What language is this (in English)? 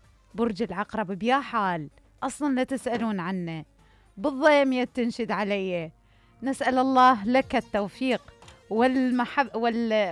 Mesopotamian Arabic